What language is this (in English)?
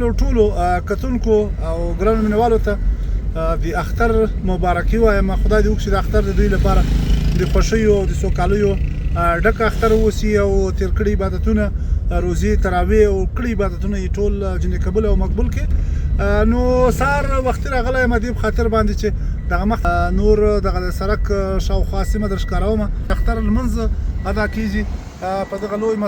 Pashto